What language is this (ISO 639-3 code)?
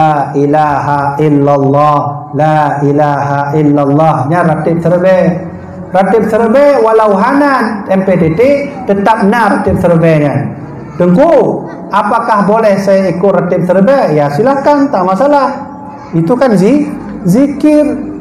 ace